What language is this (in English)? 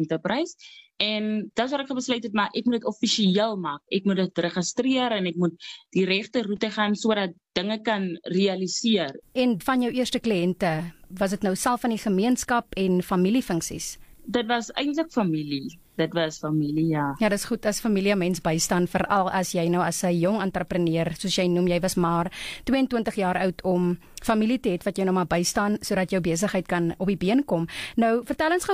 Afrikaans